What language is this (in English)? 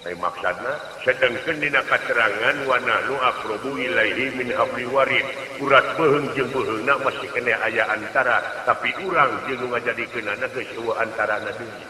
Sundanese